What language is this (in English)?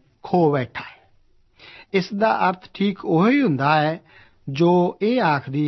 Punjabi